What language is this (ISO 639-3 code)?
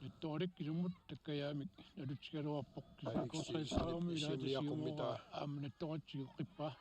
kal